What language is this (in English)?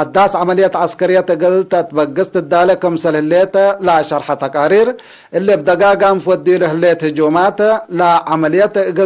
Tigre